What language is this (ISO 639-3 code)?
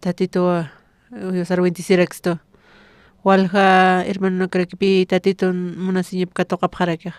aym